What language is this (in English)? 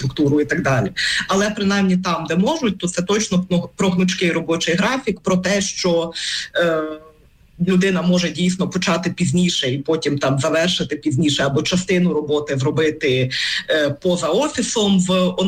Ukrainian